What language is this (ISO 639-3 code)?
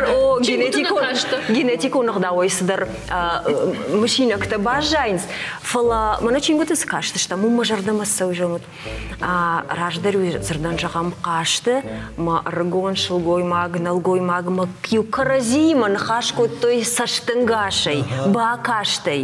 oss